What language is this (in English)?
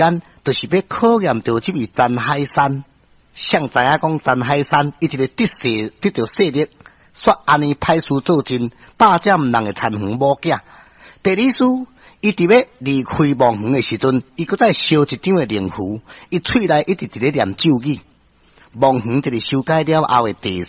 Min Nan Chinese